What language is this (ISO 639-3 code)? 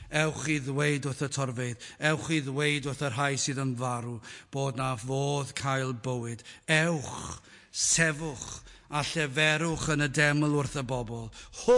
cym